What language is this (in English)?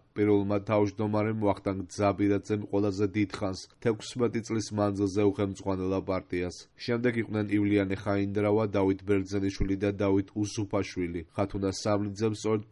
Georgian